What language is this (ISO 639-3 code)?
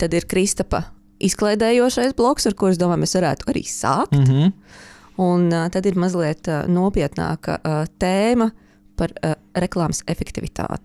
lav